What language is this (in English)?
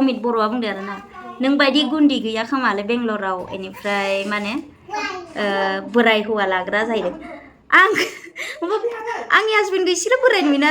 Bodo